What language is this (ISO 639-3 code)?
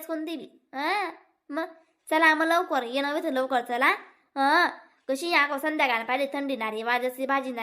khn